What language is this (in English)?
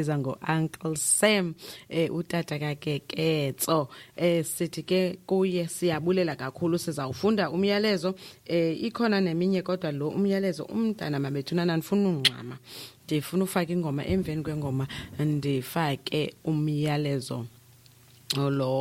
Xhosa